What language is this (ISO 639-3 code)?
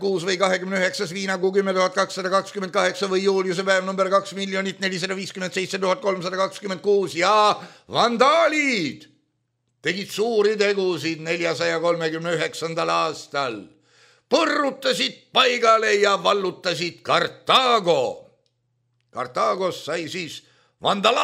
est